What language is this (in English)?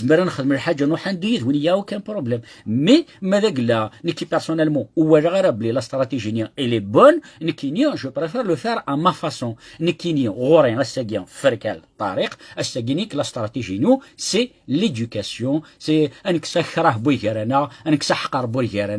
Kabyle